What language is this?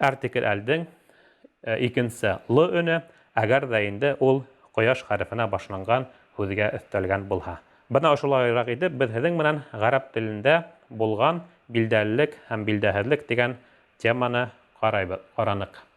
Bashkir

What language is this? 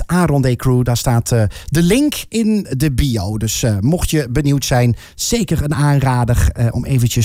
Dutch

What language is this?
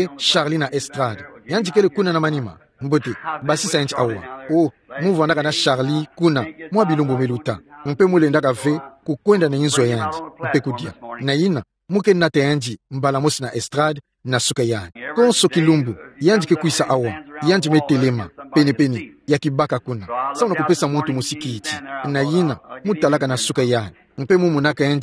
Kituba (Democratic Republic of Congo)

